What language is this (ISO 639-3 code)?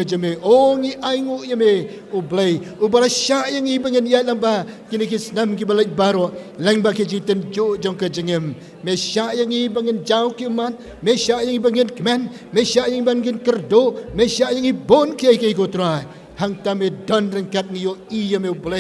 kha